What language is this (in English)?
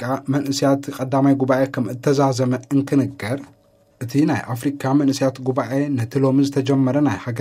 Tigrinya